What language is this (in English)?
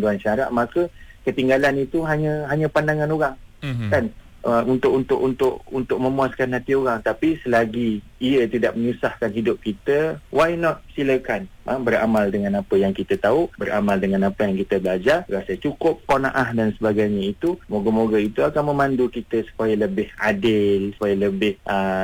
Malay